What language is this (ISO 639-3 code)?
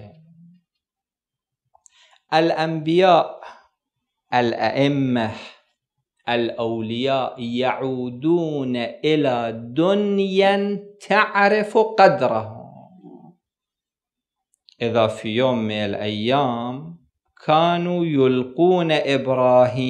ara